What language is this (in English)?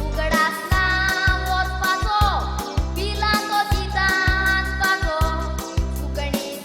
Konkani